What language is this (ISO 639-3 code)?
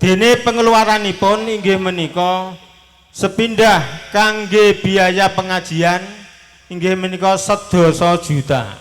jav